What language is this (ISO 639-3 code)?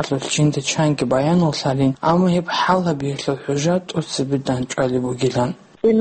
ava